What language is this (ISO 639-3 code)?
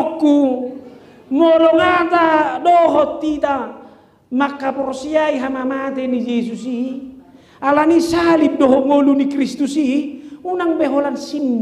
bbc